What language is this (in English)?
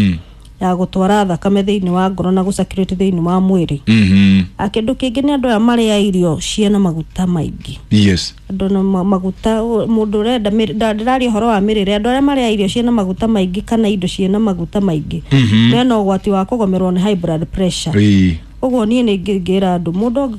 Kikuyu